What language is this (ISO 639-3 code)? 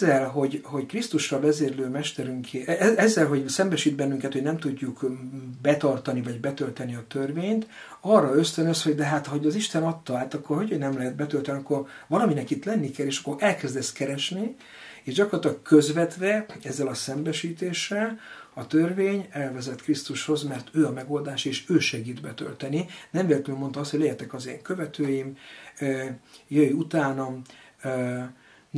hun